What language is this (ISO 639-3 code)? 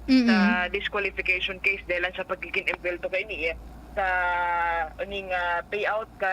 bik